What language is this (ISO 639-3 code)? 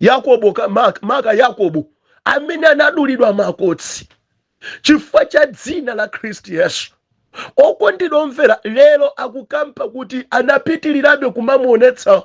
nya